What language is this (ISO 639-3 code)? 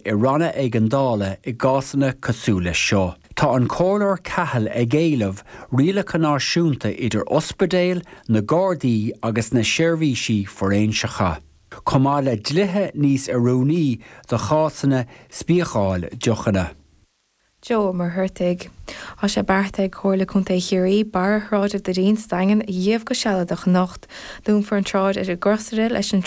gle